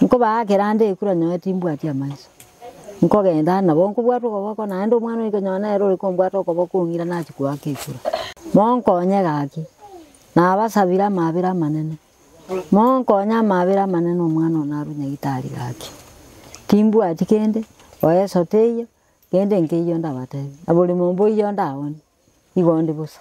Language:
Gusii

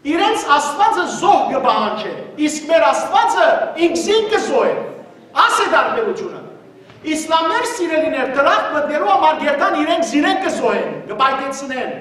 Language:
Western Armenian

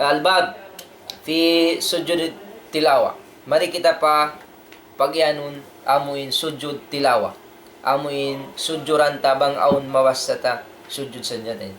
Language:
Tausug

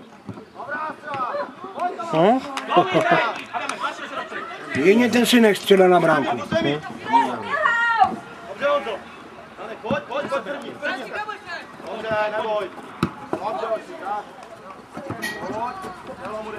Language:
Czech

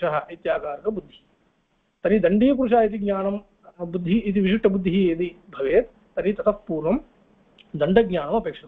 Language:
Sanskrit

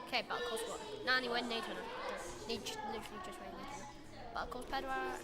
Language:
Welsh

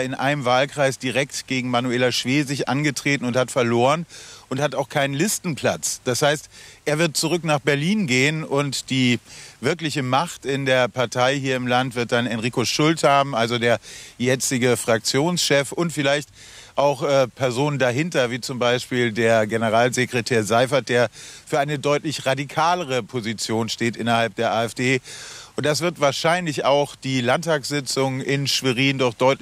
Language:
German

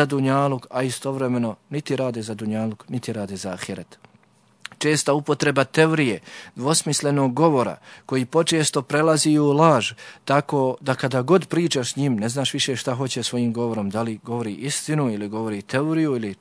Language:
Bosnian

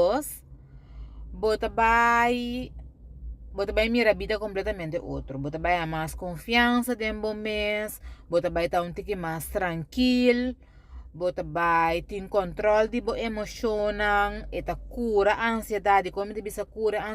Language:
Papiamento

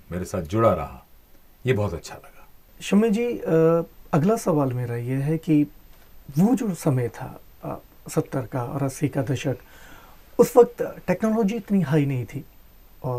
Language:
Hindi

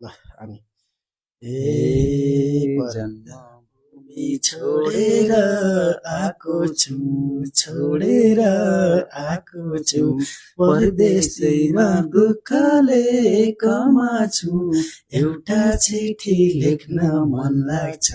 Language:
Nepali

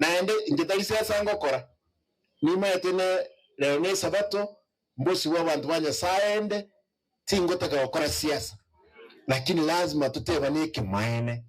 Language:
Gusii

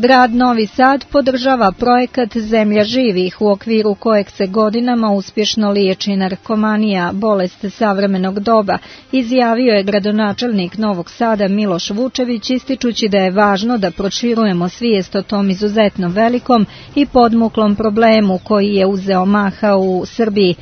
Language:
Serbian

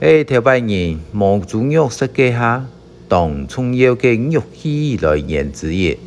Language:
Hakka Chinese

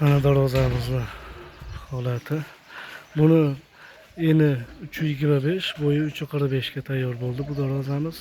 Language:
Uzbek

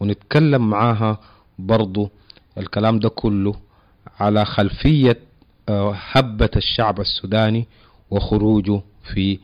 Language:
Sudanese Arabic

